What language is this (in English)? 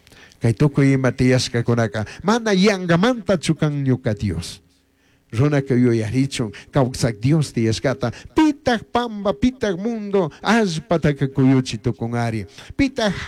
Chimborazo Highland Quichua